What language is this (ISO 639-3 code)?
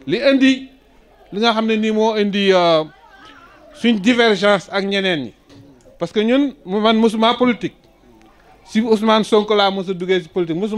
wol